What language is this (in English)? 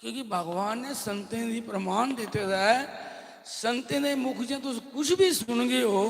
Dogri